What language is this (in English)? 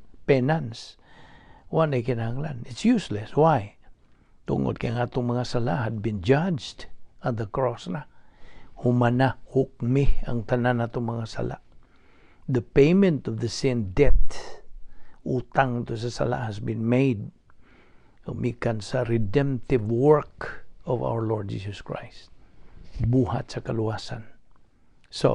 Cebuano